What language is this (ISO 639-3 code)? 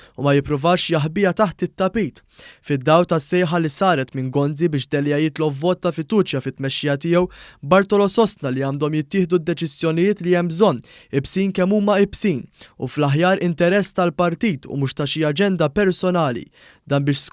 mlt